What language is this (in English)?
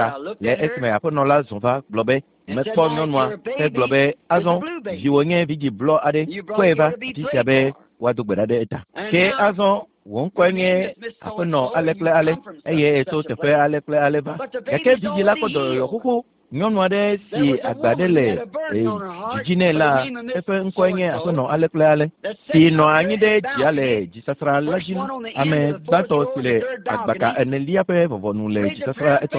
Ewe